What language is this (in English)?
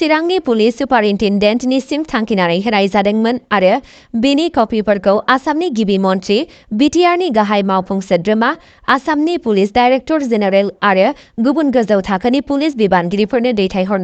Bodo